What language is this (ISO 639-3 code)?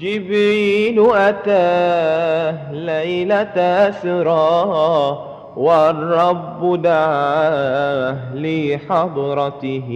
mad